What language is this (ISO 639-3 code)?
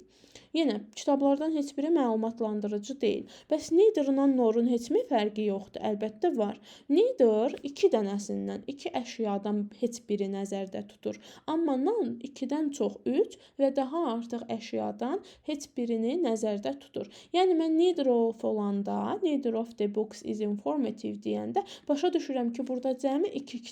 aze